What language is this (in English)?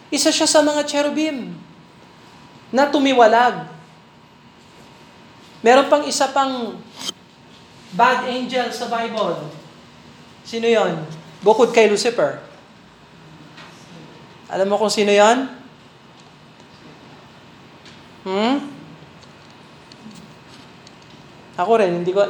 Filipino